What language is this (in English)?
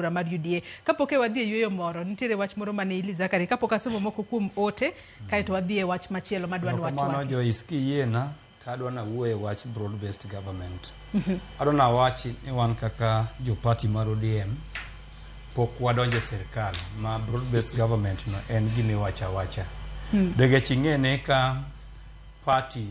Luo (Kenya and Tanzania)